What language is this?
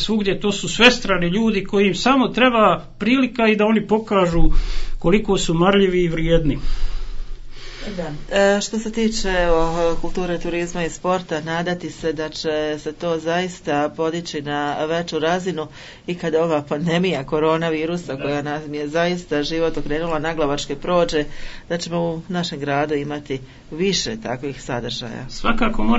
Croatian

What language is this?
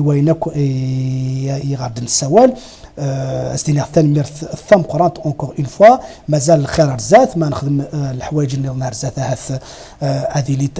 Kabyle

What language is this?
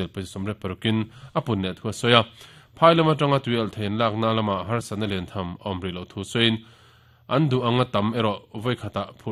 Mizo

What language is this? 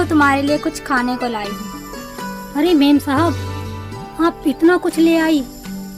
Hindi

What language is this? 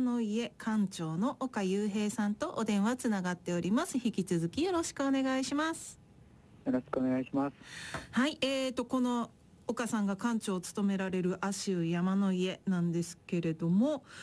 Japanese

